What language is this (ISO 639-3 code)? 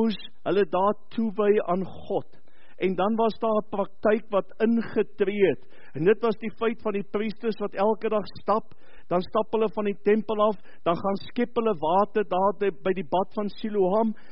afr